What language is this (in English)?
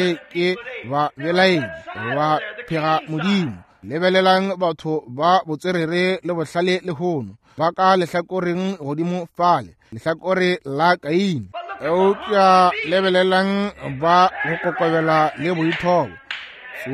Northern Sotho